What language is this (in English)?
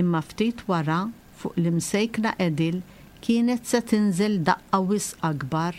Maltese